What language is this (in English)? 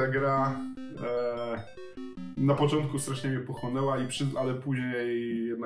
Polish